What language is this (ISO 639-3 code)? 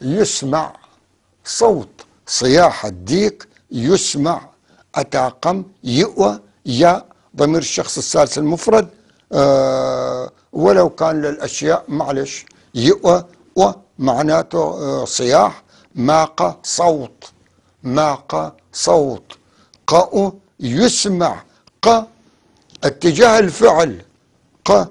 apc